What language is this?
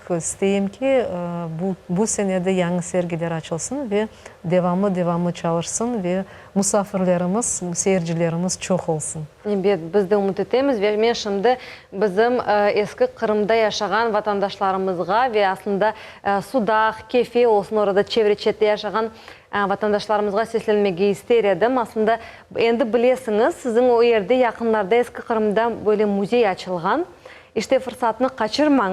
Crimean Tatar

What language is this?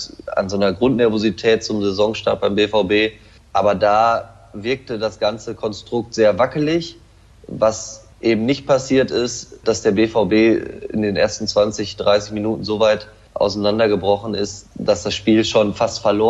German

